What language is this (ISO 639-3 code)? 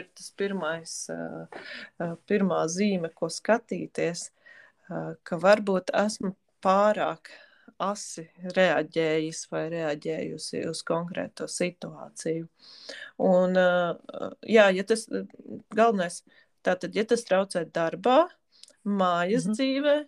lav